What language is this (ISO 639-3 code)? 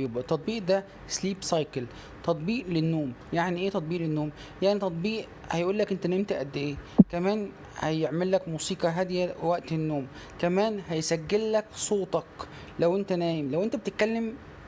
arz